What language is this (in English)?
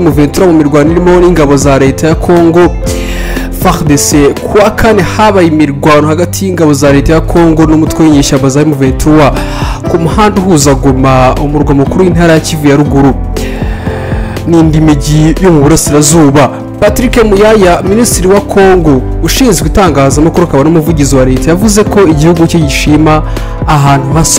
Kinyarwanda